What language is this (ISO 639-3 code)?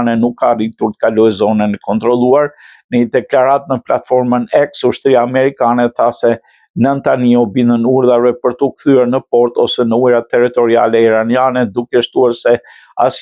sqi